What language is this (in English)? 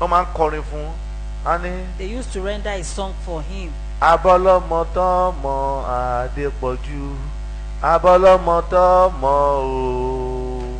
Yoruba